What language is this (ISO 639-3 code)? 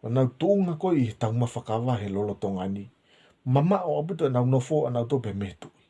ton